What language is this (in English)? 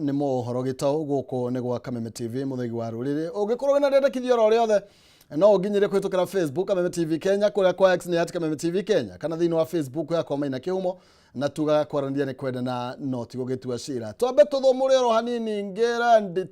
Kikuyu